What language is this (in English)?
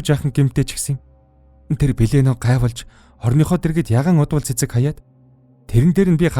Mongolian